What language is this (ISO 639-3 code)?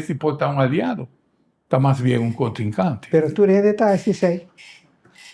pap